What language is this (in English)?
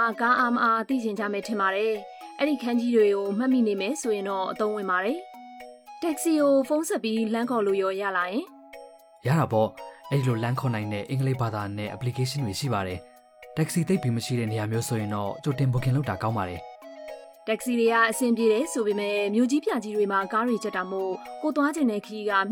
Burmese